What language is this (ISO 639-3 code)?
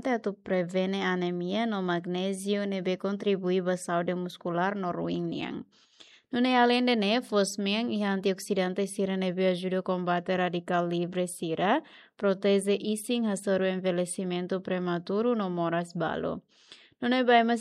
tet